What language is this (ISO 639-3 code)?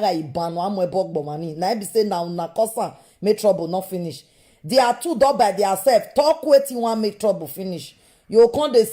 pcm